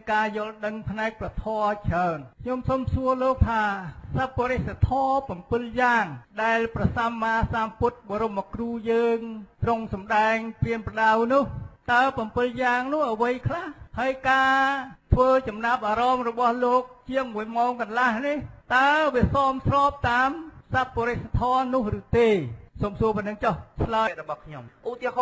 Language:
Khmer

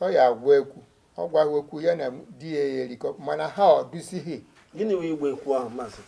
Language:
Igbo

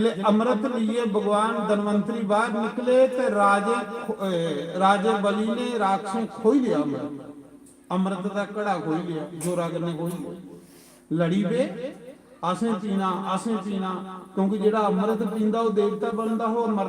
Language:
Dogri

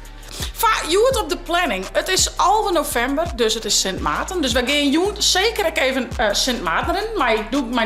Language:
Western Frisian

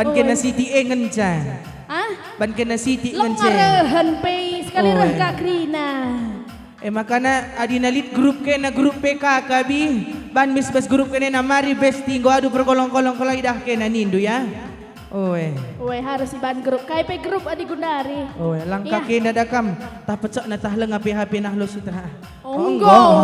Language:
Batak Karo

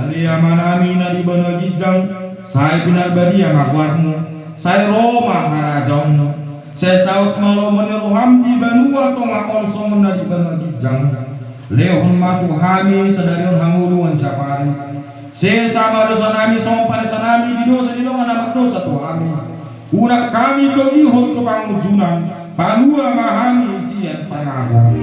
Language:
Batak Toba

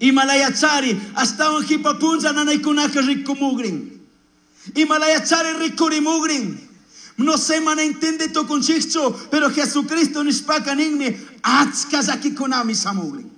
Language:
Chimborazo Highland Quichua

